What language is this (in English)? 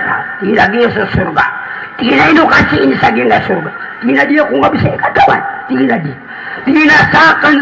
Maranao